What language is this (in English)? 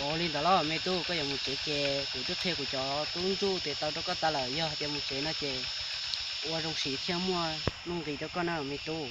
Hmong